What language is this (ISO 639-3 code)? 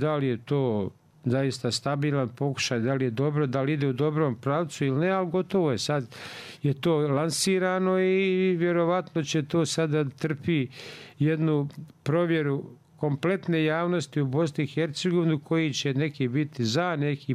bos